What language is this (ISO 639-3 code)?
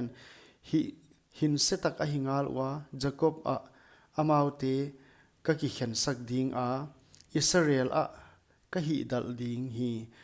pck